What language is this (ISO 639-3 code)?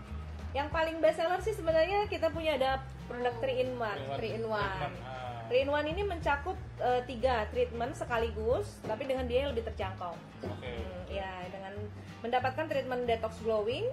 ind